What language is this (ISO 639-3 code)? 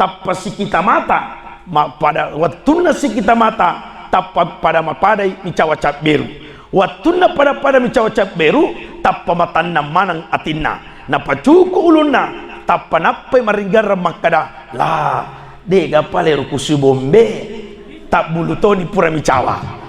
bug